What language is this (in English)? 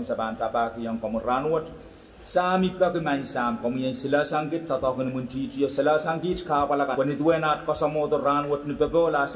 Pohnpeian